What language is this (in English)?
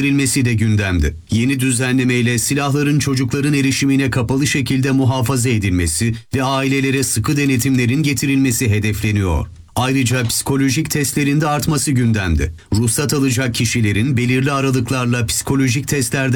Turkish